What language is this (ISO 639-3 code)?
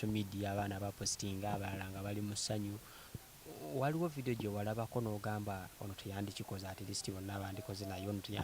lug